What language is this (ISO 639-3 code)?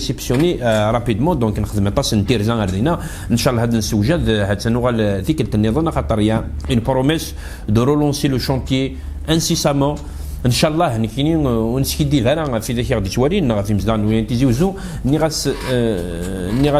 kab